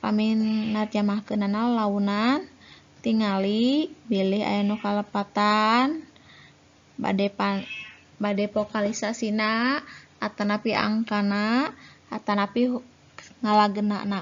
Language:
Sundanese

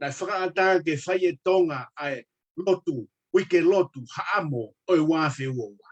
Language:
Tongan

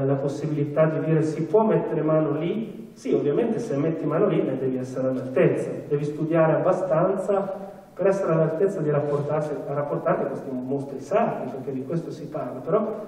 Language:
Italian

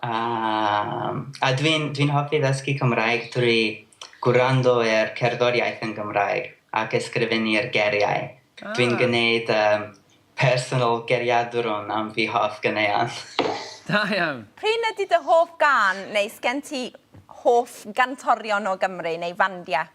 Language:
Welsh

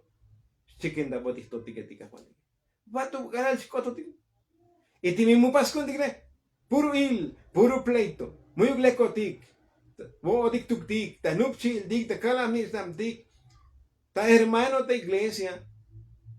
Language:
Tzotzil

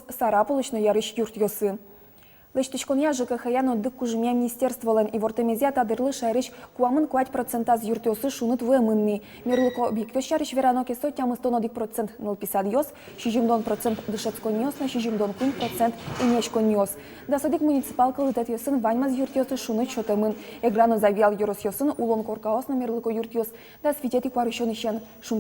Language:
Udmurt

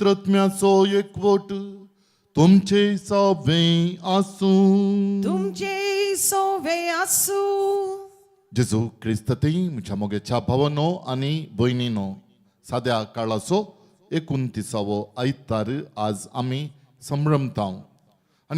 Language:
Konkani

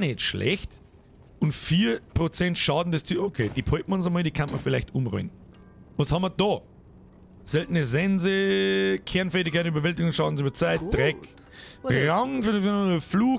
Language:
Bavarian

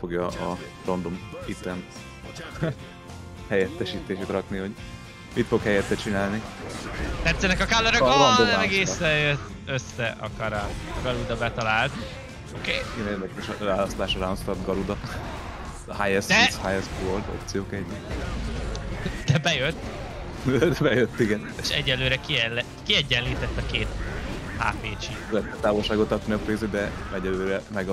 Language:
Hungarian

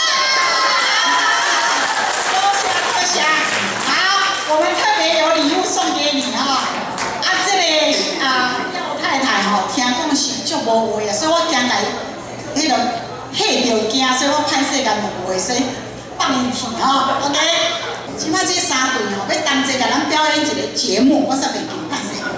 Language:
Min Nan Chinese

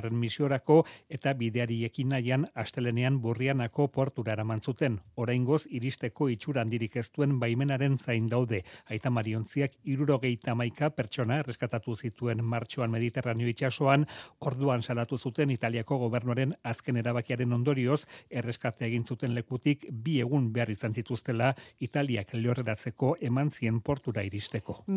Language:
Basque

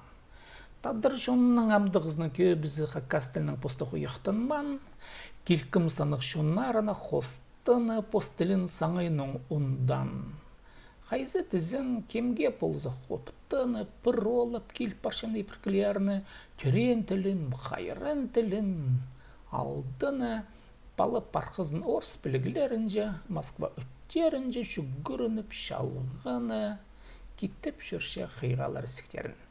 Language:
Khakas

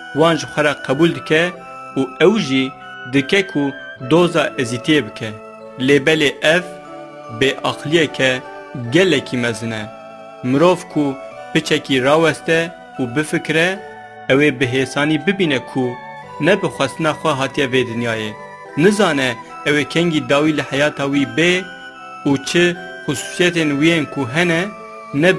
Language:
Kurdish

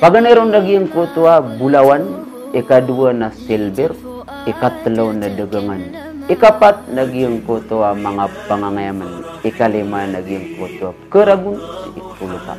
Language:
Maranao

